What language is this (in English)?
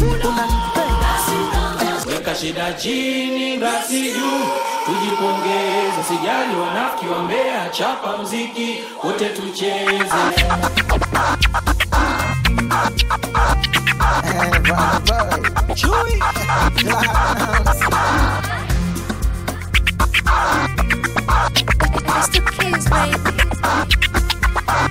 Swahili